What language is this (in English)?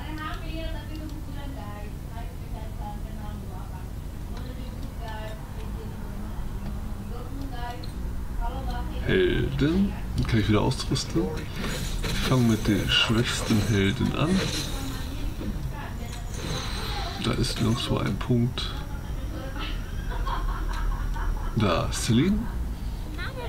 German